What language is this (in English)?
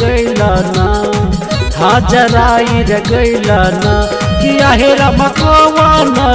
Bhojpuri